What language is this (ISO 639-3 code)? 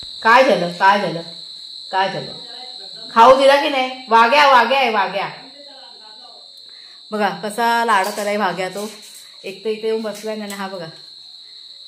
mar